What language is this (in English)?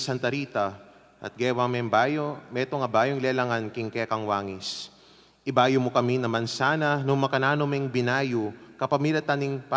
Pampanga